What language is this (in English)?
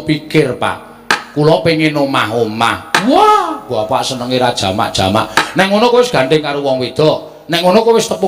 Javanese